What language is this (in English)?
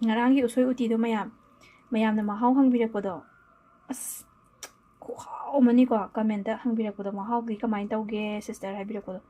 Manipuri